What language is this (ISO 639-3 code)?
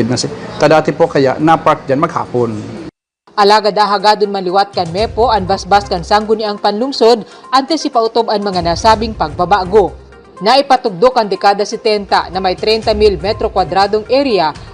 bik